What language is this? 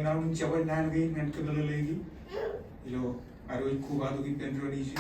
Marshallese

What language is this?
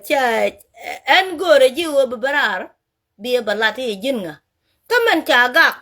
Nuer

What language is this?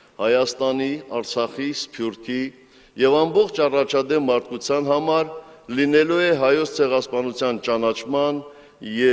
Armenian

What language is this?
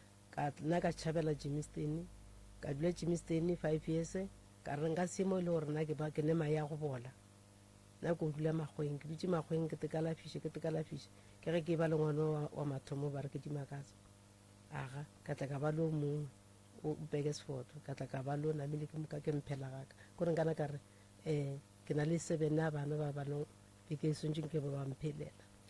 Northern Sotho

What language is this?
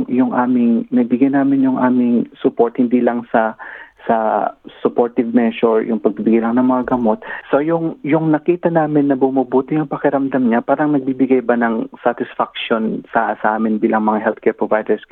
Filipino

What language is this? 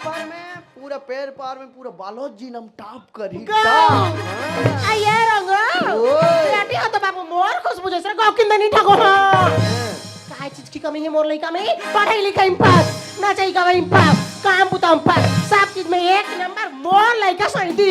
Chhattisgarhi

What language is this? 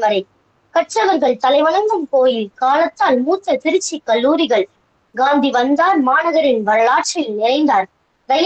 Tamil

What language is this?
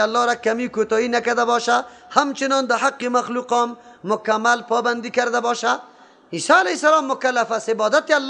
Persian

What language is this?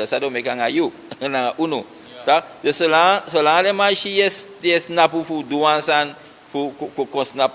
Sranan Tongo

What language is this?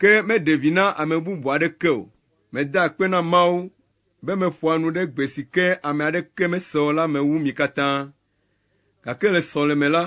Ewe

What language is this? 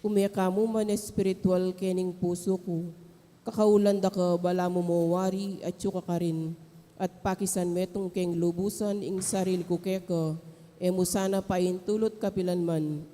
Pampanga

